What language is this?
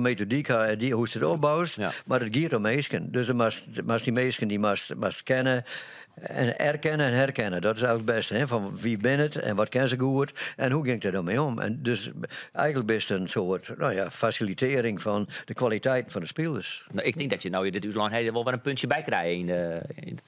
Western Frisian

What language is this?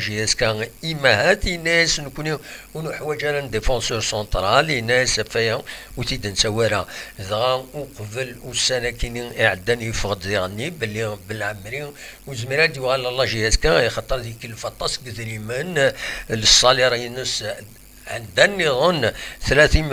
Kabyle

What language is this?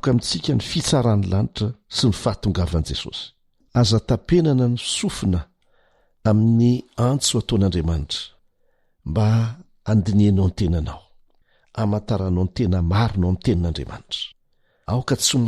Malagasy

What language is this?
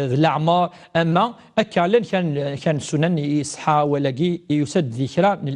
Kabyle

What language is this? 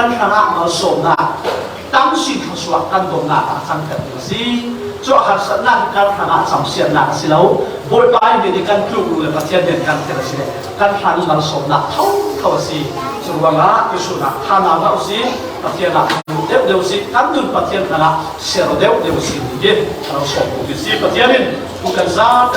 Falam Chin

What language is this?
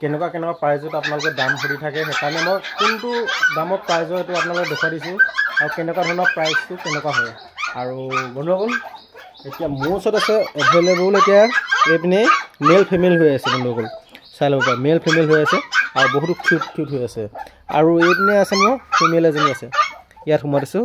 Assamese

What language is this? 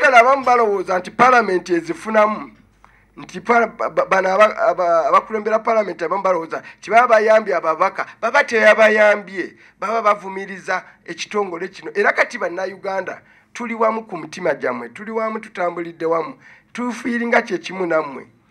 Ganda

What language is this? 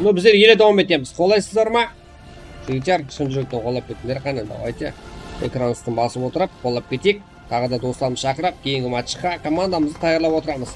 Kara-Kalpak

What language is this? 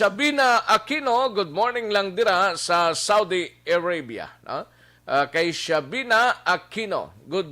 Hiligaynon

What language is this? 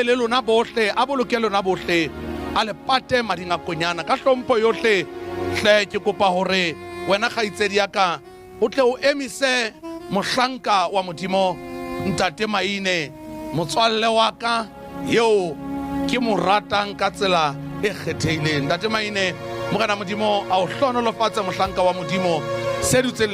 Southern Sotho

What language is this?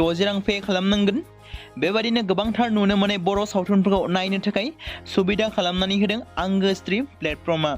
Bodo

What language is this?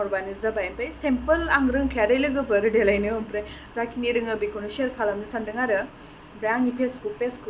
Bodo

